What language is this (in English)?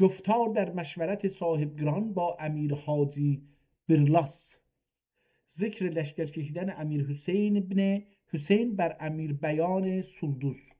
South Azerbaijani